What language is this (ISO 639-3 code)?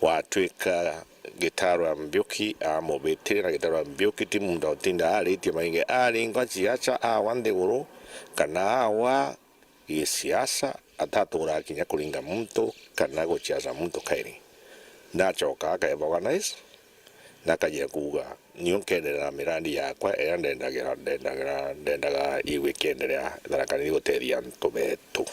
mer